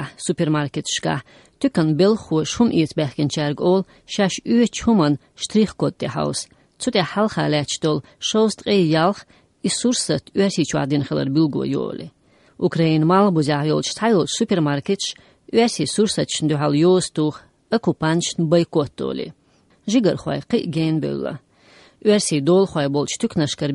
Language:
Chechen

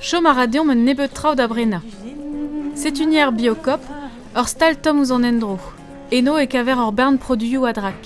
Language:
Breton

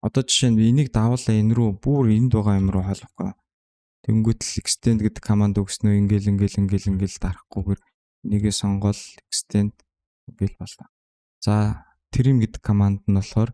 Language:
Mongolian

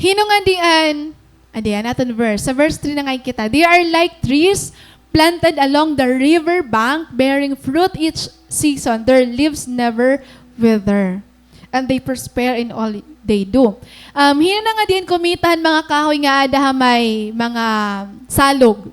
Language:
Waray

